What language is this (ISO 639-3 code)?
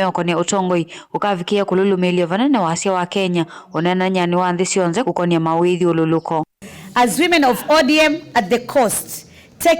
kam